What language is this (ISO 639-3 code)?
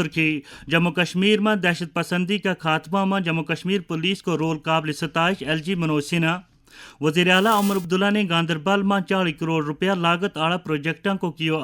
gju